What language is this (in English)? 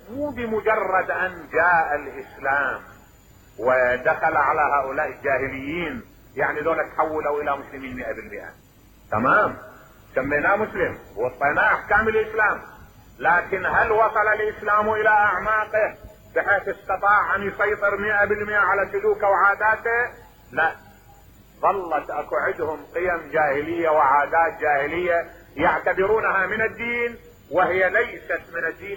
Mesopotamian Arabic